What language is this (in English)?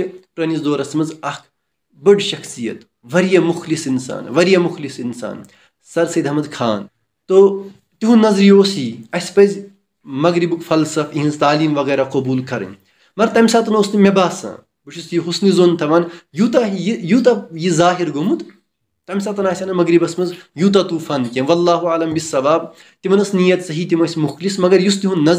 Kashmiri